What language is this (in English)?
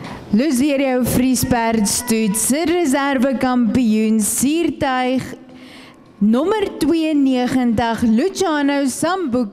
Afrikaans